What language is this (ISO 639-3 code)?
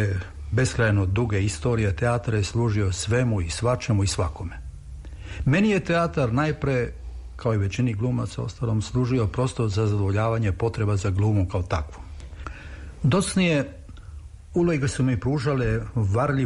srp